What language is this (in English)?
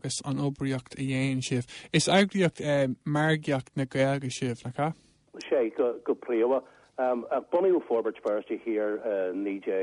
Irish